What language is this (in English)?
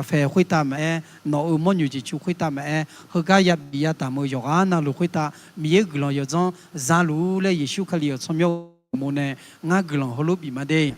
Akha